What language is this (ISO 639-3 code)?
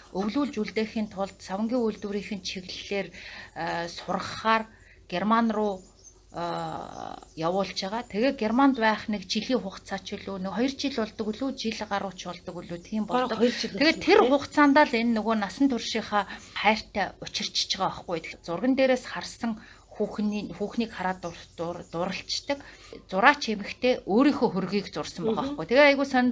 mon